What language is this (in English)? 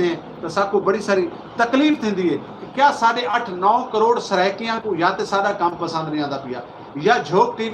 Saraiki